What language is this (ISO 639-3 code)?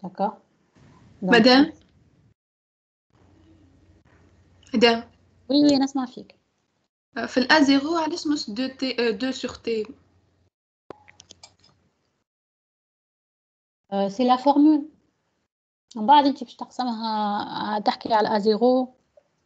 aeb